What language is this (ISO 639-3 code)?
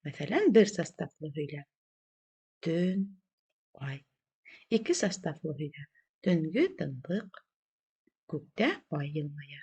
bak